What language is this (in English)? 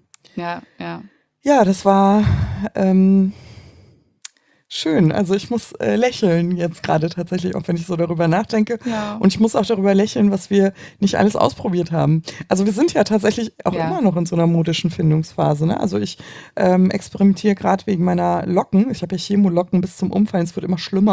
German